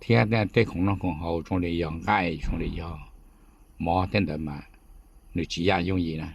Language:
Hmong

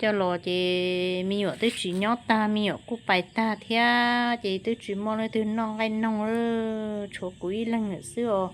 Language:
Hmong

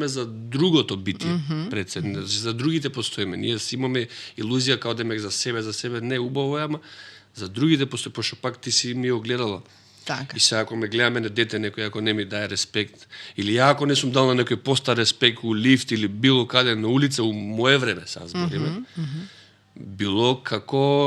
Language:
Macedonian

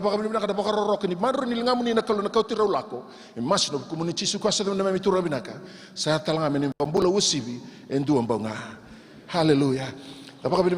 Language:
Fijian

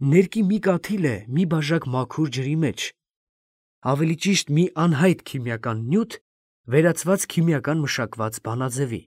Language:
Armenian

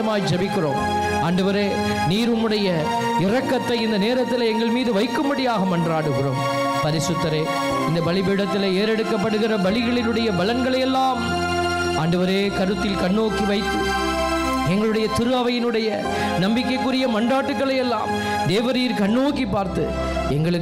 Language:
Tamil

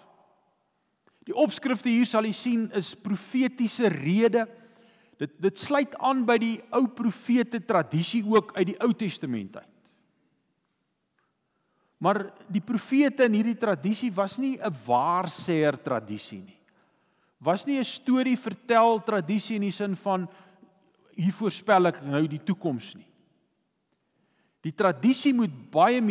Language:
Afrikaans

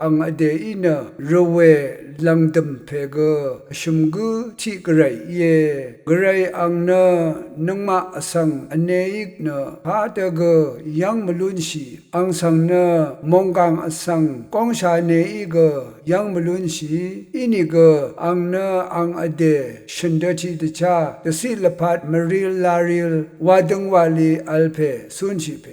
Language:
Rawang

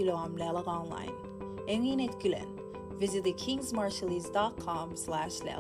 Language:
Marshallese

